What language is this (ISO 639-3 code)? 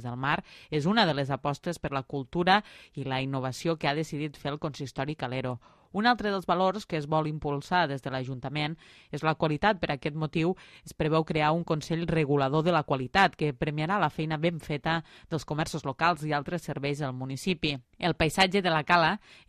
cat